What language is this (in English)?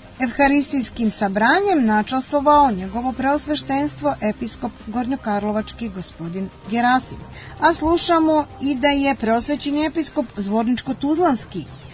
Serbian